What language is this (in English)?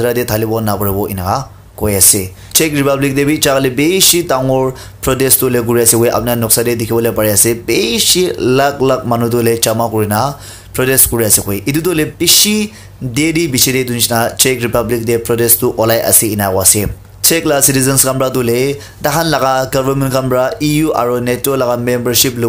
Naga Pidgin